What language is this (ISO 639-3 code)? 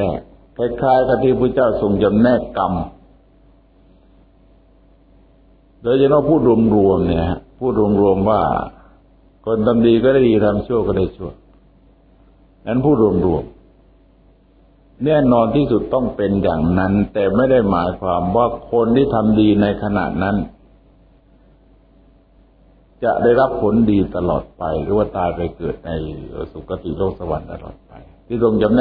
tha